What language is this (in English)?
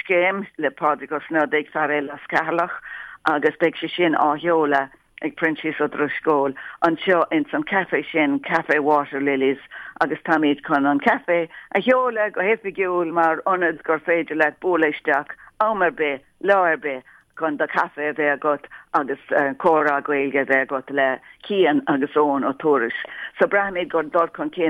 Irish